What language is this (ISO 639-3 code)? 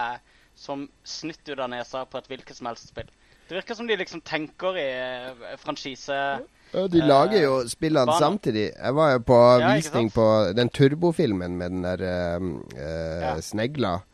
nor